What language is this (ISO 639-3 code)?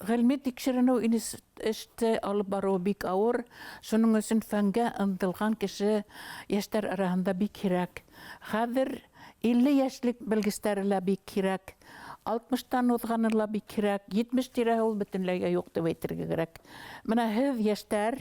bak